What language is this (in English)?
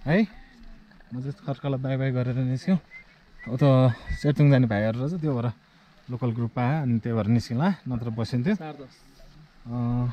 Nepali